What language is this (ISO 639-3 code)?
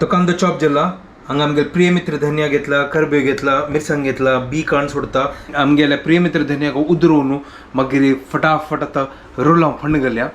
kok